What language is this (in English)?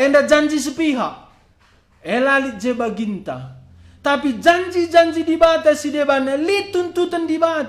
Batak Karo